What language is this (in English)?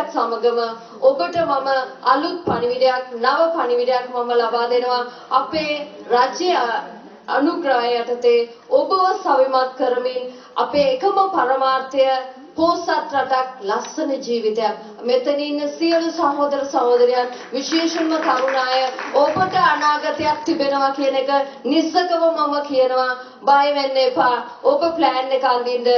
Sinhala